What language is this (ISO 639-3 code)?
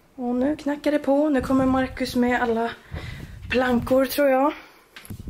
swe